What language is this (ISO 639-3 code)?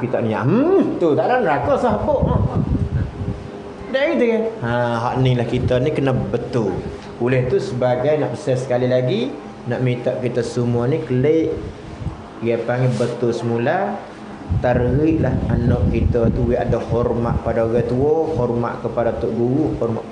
msa